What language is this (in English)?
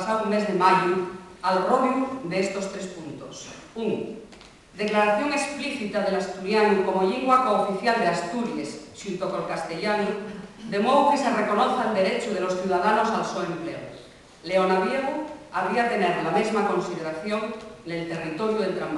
Asturian